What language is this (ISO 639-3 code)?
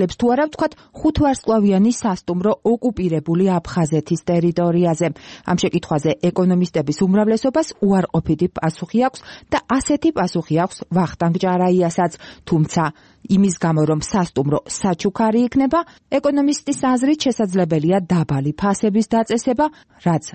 kat